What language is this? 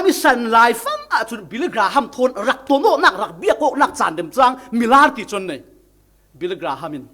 Falam Chin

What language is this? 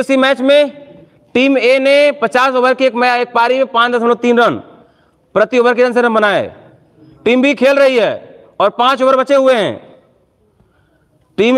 Hindi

